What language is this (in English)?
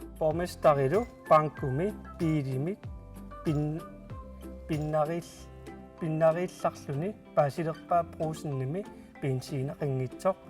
Kalaallisut